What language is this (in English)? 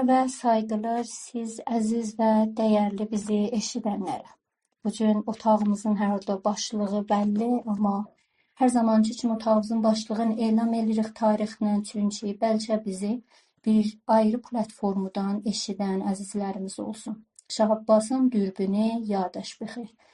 South Azerbaijani